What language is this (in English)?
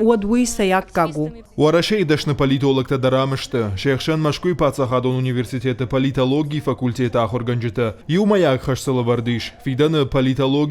Ossetic